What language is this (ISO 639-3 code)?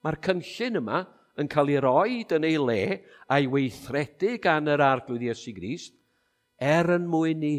cym